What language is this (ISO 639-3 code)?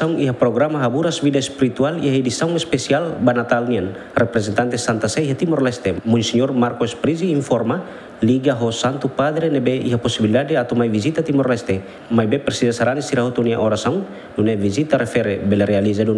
tet